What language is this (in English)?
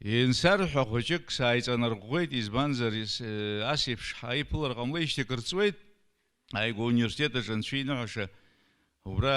Abkhazian